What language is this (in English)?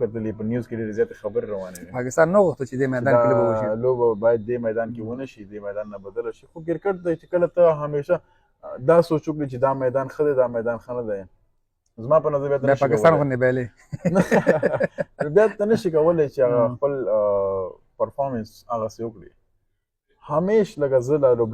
Pashto